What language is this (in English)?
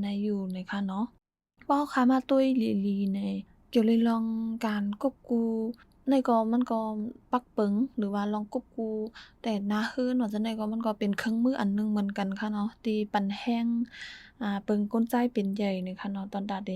Shan